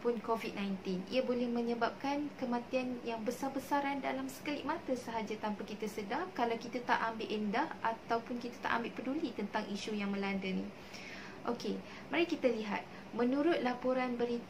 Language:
Malay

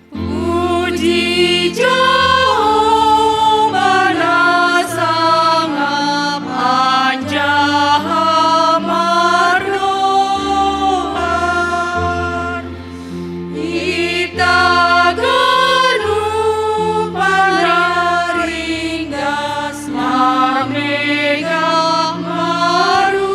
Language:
Batak Simalungun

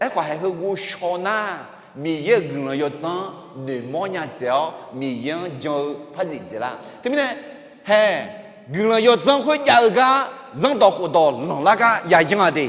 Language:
Akha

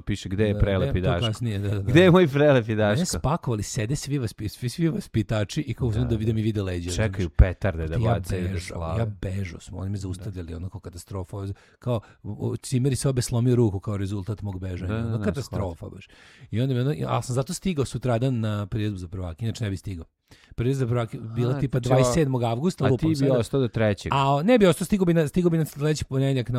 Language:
Serbian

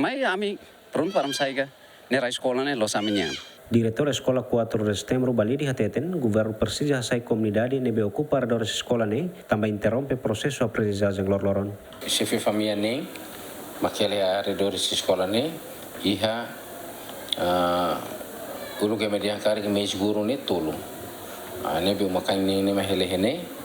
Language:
Tetum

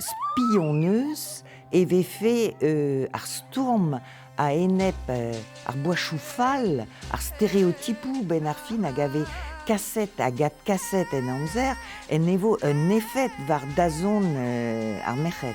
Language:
Breton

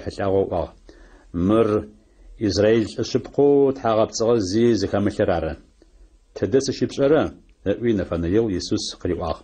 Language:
Adyghe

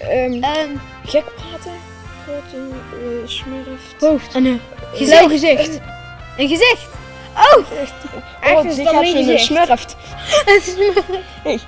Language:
Limburgish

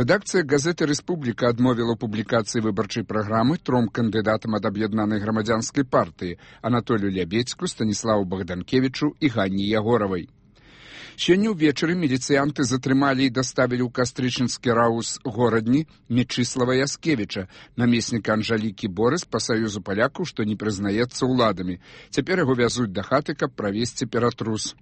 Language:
Belarusian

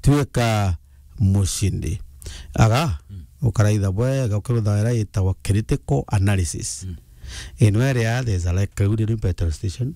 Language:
Meru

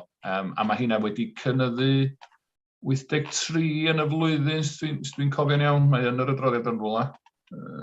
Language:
Welsh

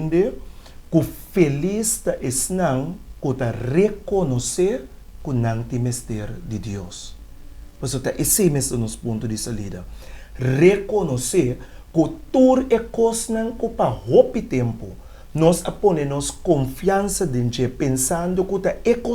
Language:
Papiamento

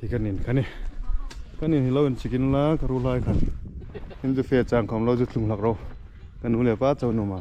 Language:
Hmar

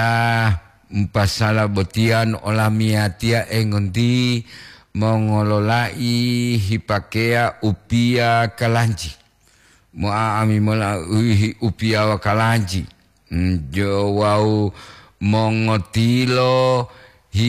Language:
Gorontalo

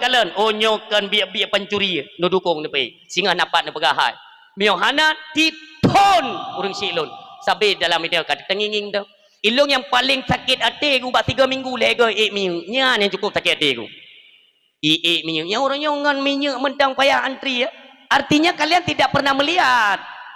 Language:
Achinese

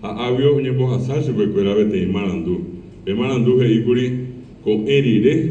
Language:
Guarani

